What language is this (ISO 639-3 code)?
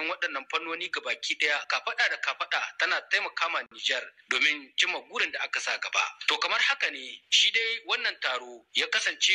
hau